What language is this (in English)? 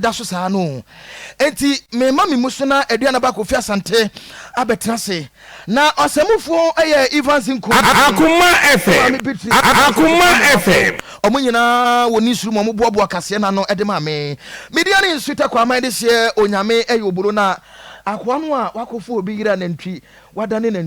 Akan